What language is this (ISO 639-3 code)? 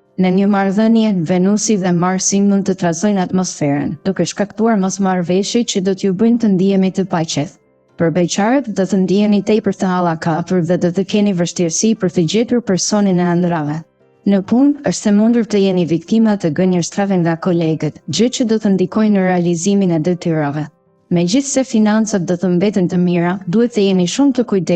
sqi